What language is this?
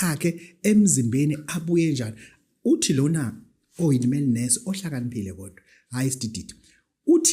Zulu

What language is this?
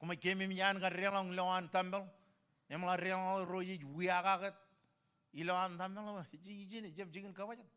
Marshallese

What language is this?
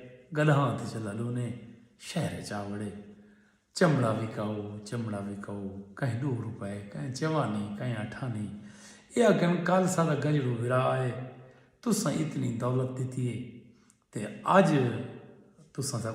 Saraiki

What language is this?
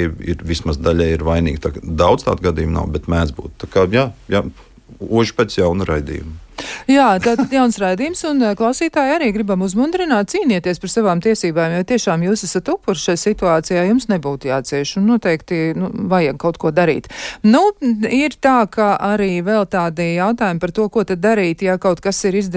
Latvian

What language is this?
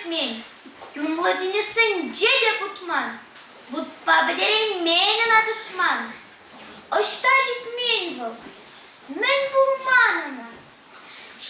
Chuvash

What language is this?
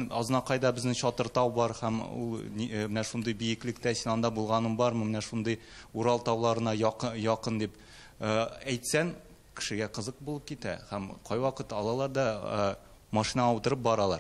Tatar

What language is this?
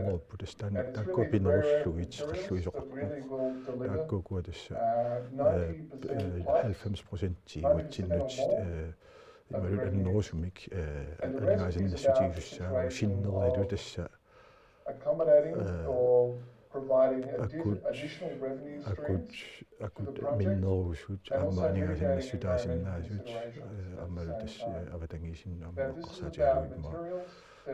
Kalaallisut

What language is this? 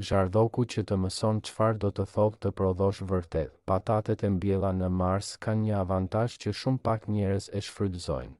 Albanian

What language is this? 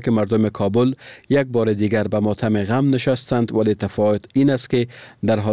Persian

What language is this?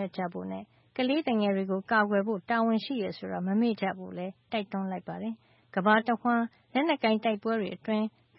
Burmese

